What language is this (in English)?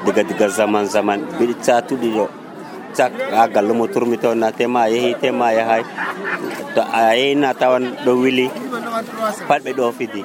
Nigerian Fulfulde